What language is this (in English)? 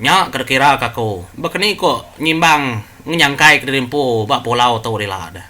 Iban